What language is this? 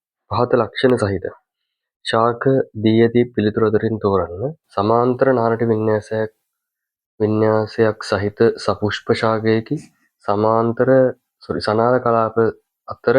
Sinhala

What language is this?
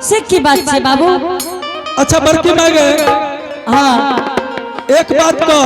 Angika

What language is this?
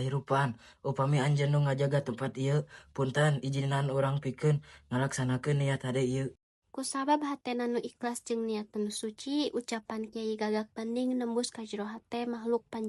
Sundanese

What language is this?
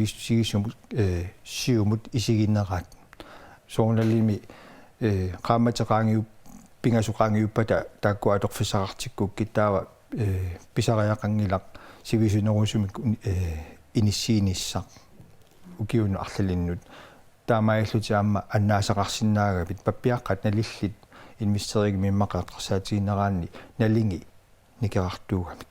Kalaallisut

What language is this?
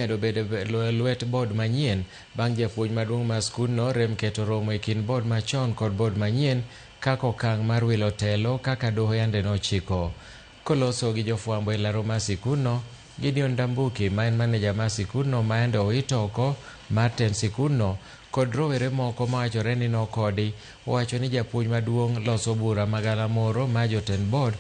Luo (Kenya and Tanzania)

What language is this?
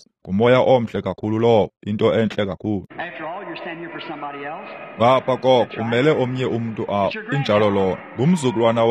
Xhosa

